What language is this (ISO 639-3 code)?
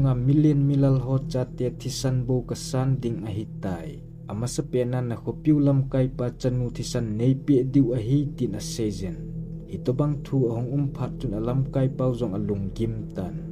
tcz